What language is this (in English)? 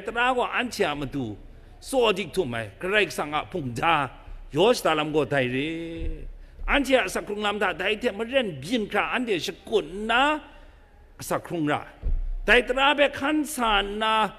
Kachin